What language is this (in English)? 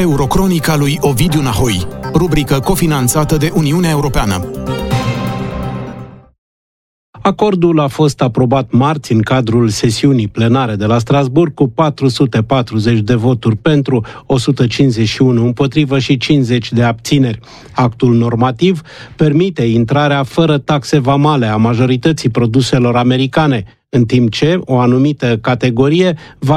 Romanian